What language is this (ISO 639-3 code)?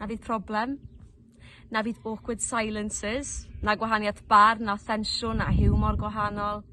cym